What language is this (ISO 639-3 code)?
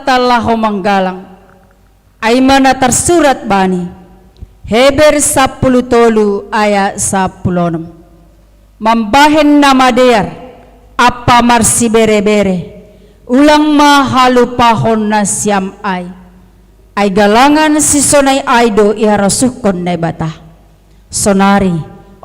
bts